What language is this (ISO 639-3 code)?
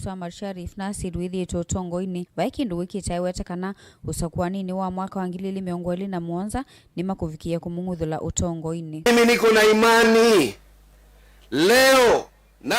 kam